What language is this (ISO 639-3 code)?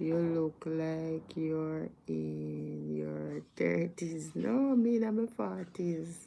jam